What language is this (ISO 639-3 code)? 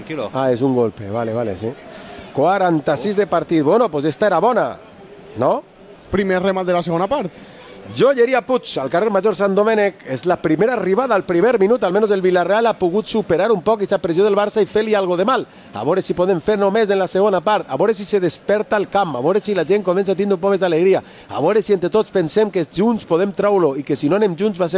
cat